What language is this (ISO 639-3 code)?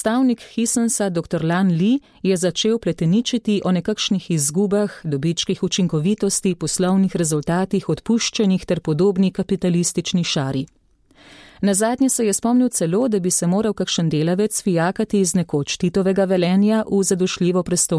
slv